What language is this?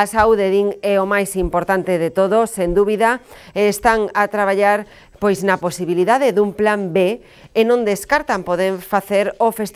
Galician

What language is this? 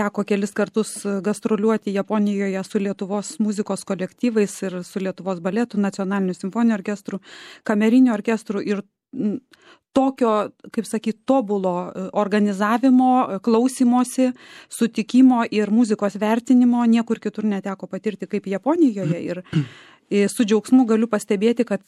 Lithuanian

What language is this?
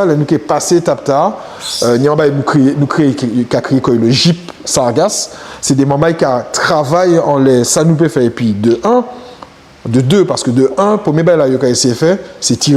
Guadeloupean Creole French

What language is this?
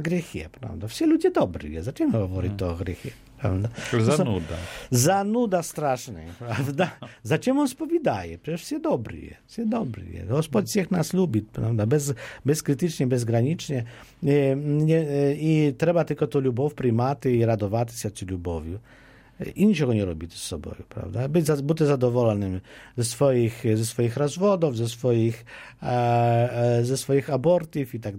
Polish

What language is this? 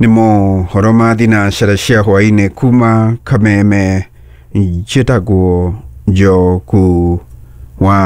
Kikuyu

